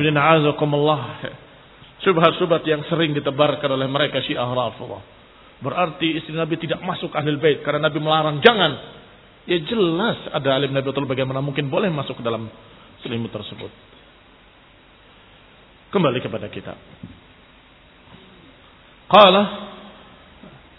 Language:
Indonesian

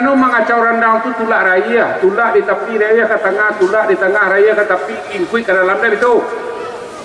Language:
Minangkabau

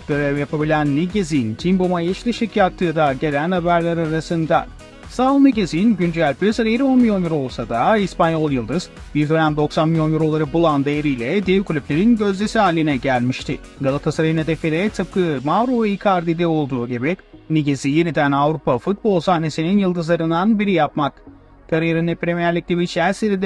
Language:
Turkish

